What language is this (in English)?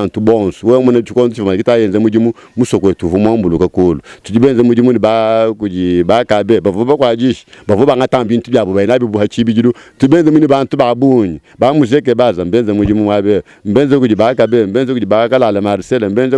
Luba-Lulua